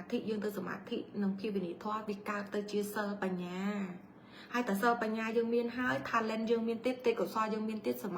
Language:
Khmer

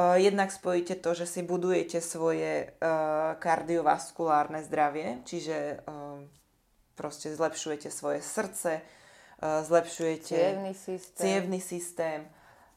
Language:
Slovak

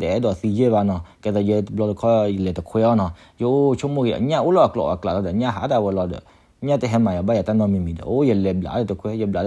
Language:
S'gaw Karen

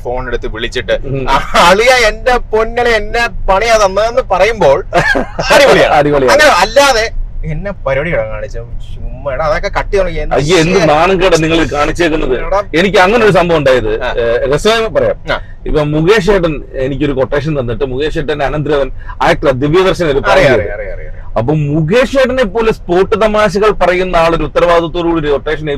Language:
Malayalam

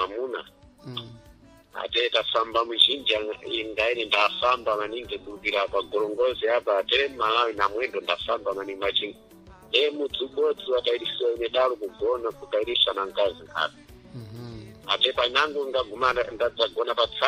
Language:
Sena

